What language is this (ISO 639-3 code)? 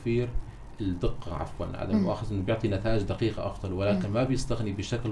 apc